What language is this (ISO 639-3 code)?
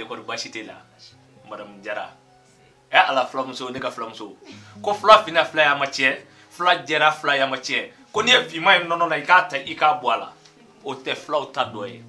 bam